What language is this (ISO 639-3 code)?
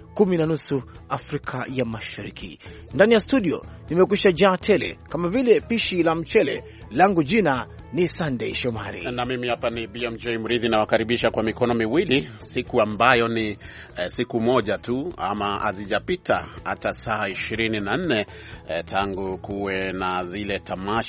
swa